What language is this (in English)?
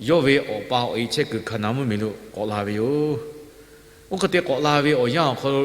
Lahu